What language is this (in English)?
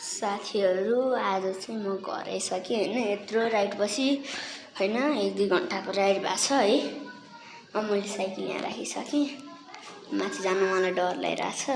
Nepali